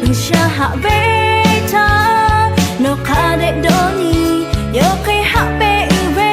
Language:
Lahu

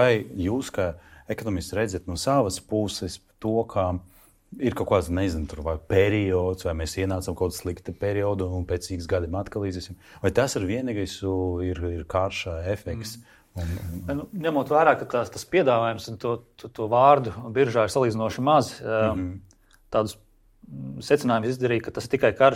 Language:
Latvian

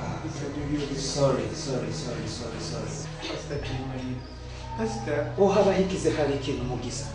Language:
Nyoro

